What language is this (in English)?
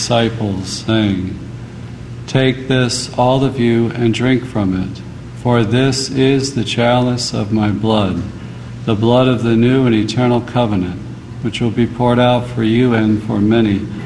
English